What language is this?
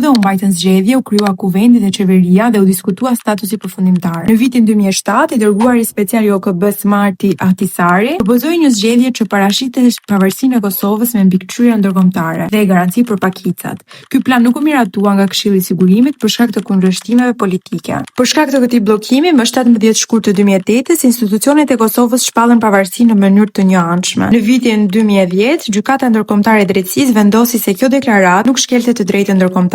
Albanian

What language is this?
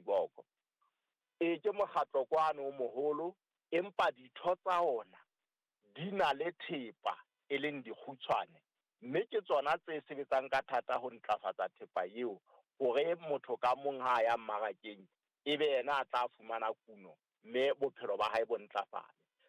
Southern Sotho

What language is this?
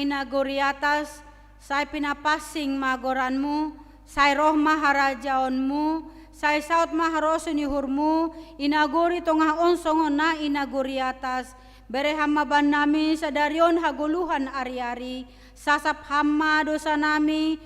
Batak Simalungun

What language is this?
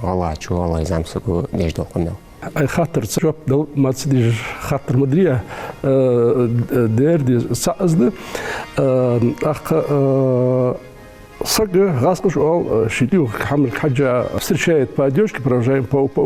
Ingush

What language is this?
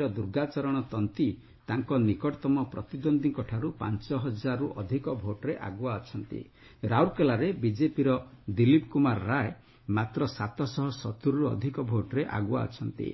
Odia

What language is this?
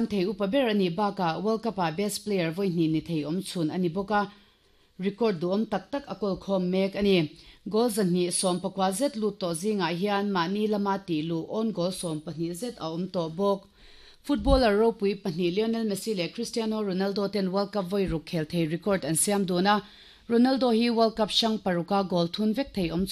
Mizo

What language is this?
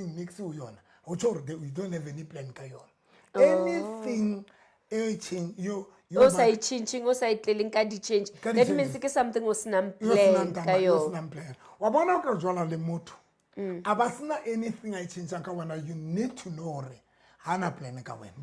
Southern Sotho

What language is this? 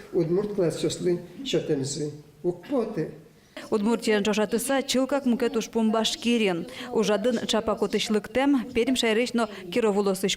Udmurt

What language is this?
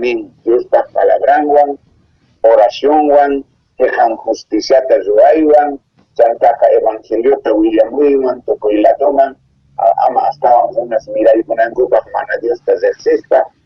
South Bolivian Quechua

